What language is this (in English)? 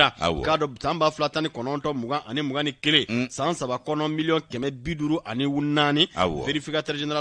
Bambara